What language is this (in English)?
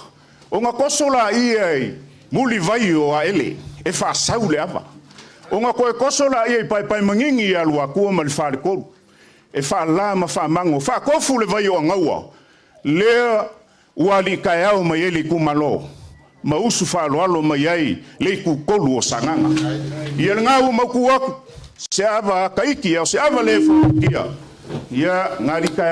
Samoan